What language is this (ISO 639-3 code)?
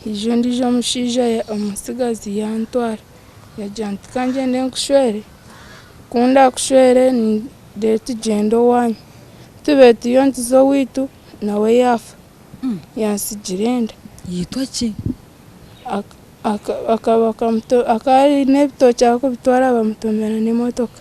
nyn